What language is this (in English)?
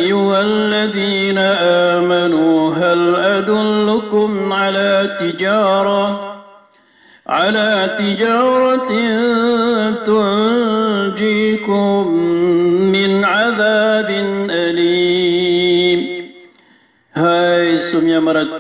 Maranao